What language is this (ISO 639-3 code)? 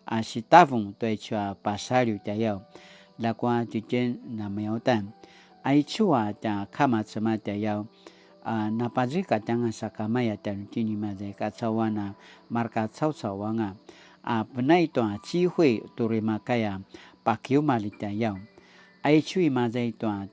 pwn